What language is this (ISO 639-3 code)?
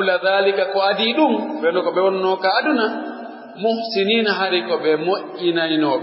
fuf